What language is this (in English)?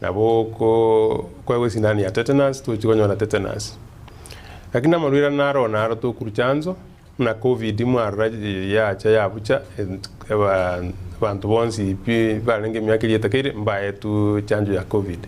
Gusii